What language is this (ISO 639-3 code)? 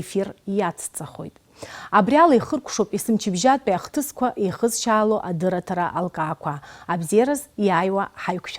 abk